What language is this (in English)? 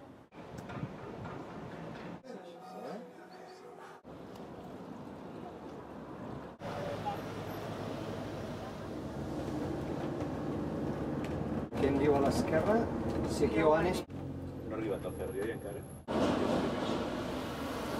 Catalan